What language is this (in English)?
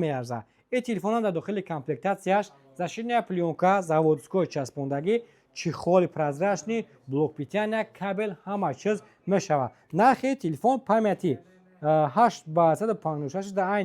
Tajik